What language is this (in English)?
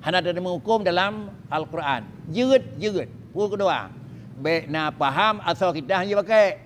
Achinese